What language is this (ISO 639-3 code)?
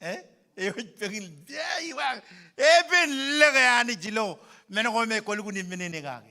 mah